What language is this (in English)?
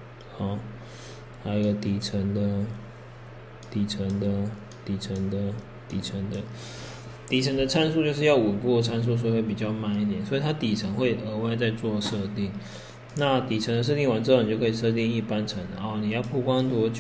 Chinese